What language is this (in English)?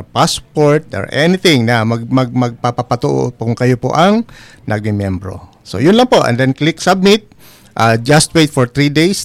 Filipino